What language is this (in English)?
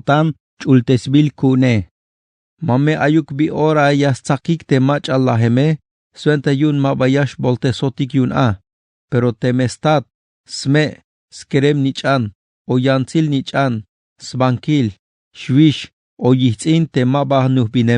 Tzeltal